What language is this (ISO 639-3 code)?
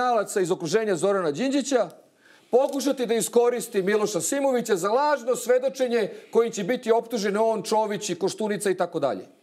srp